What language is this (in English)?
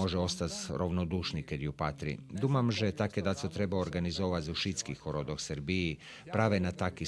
Rusyn